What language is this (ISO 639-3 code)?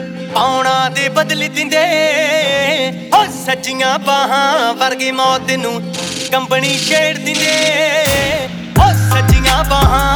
pan